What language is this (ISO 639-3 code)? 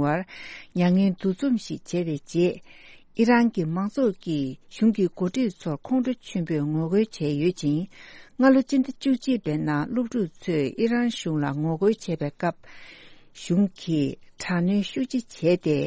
bod